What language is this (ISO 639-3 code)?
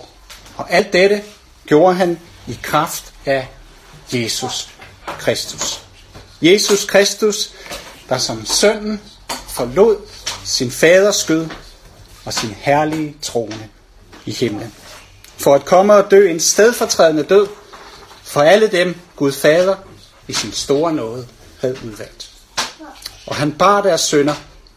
dan